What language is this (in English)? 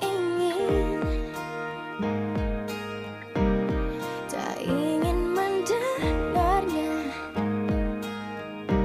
Indonesian